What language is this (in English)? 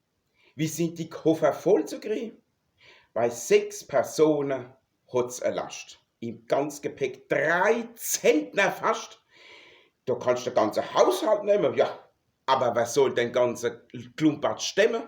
Palatine German